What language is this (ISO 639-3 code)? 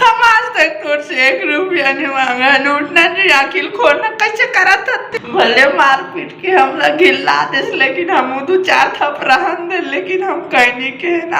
hne